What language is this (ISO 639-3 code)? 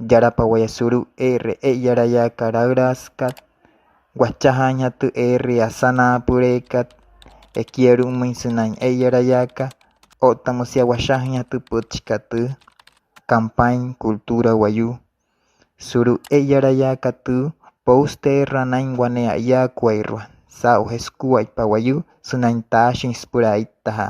guc